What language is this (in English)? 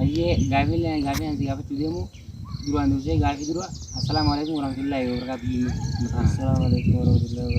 Oromo